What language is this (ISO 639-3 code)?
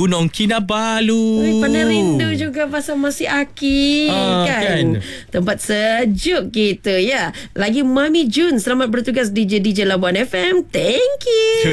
msa